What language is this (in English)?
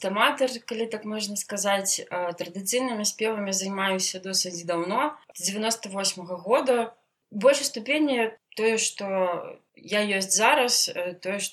Belarusian